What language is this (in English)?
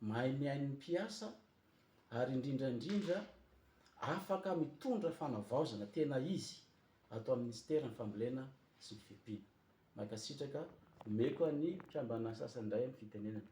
Malagasy